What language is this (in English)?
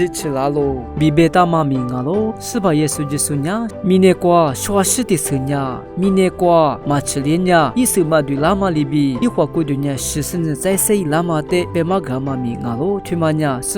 Lisu